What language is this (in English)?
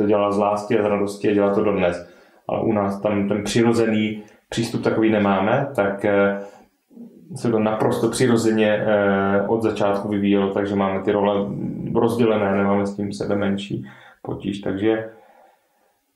Czech